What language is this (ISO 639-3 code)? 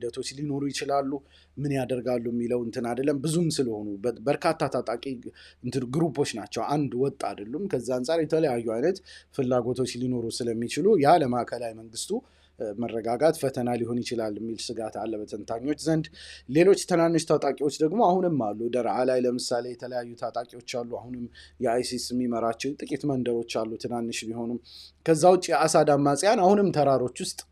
amh